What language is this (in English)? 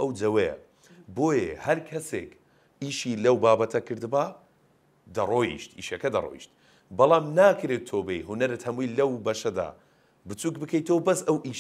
Central Kurdish